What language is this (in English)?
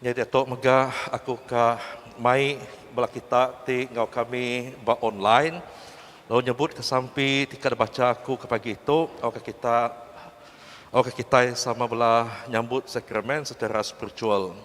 Iban